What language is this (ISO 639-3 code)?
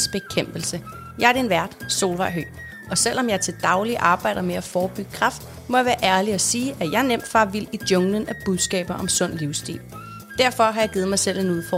dan